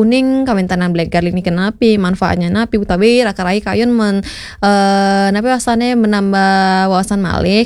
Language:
Balinese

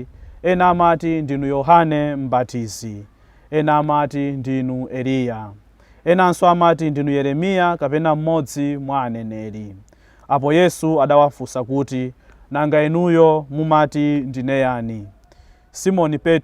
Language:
Nyanja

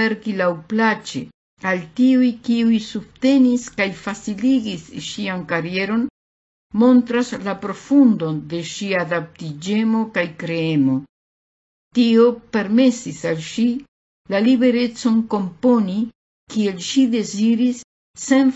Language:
Esperanto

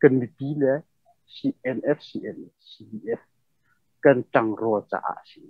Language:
Hakha Chin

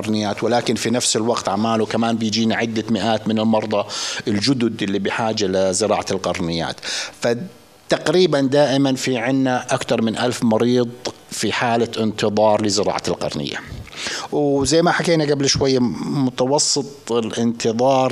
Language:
North Levantine Arabic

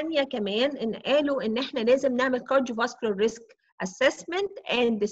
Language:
Egyptian Arabic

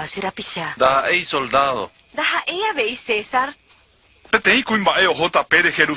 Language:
Guarani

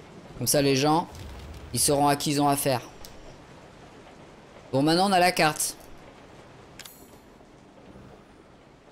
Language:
French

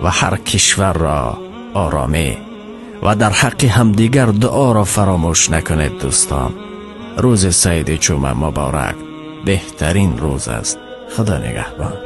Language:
Tajik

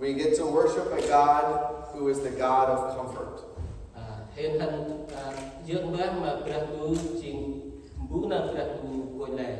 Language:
Central Mnong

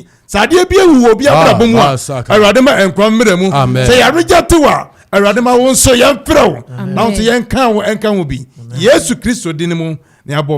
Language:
Akan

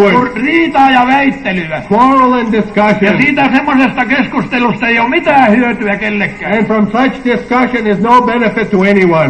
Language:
Finnish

